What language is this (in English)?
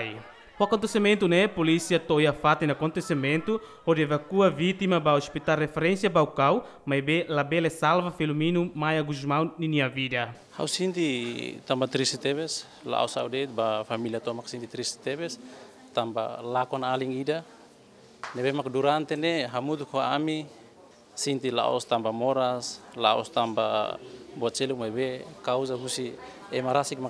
Tetum